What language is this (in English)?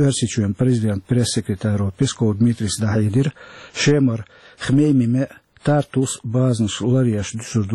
Chechen